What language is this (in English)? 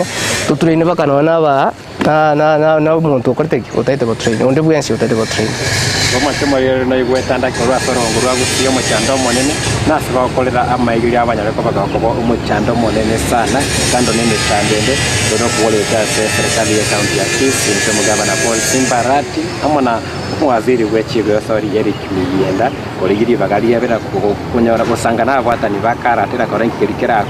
Gusii